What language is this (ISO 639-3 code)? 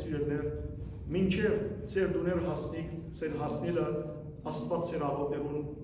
hyw